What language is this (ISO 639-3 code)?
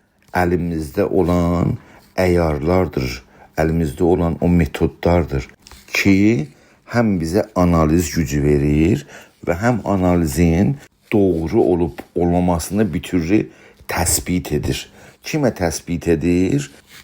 azb